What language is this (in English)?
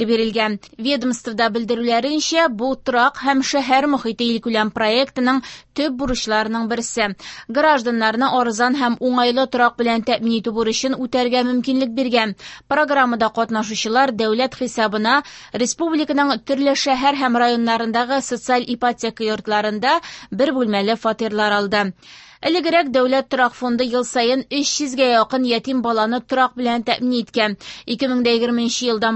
Tatar